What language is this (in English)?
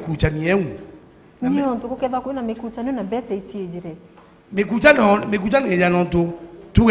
Meru